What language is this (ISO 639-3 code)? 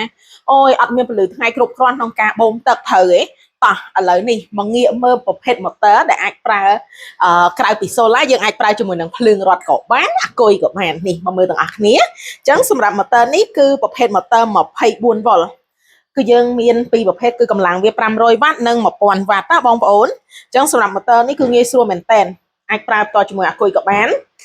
khm